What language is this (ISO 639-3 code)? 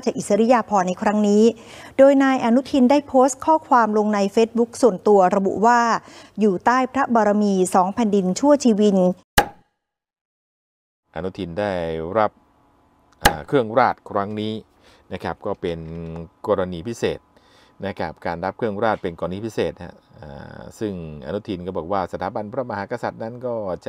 tha